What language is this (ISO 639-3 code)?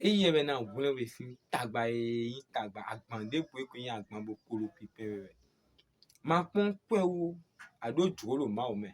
fon